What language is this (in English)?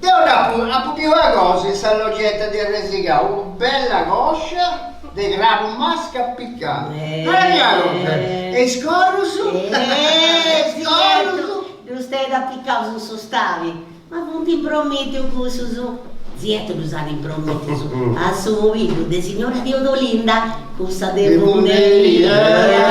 Sardinian